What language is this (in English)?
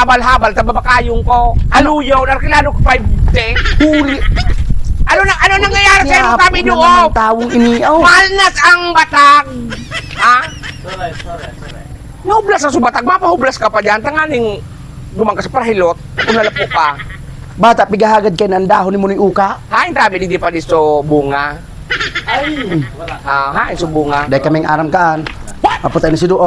Bikol